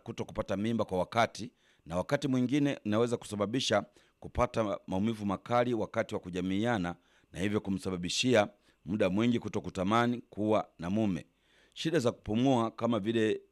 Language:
Swahili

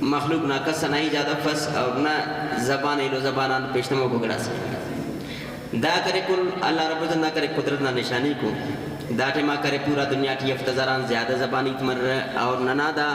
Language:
Brahui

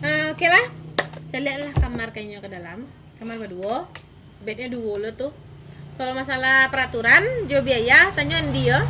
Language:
Minangkabau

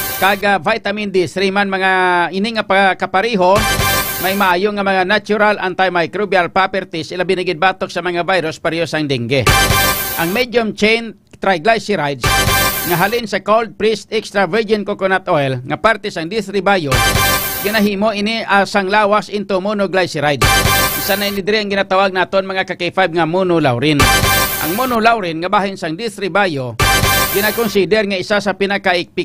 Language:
Hiligaynon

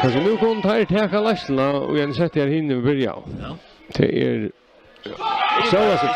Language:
Faroese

